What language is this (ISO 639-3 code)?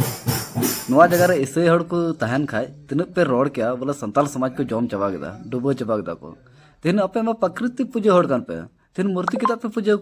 sat